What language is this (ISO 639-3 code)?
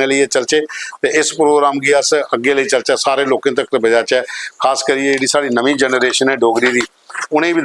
doi